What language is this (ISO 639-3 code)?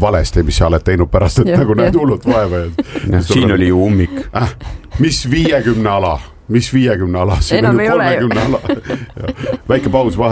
est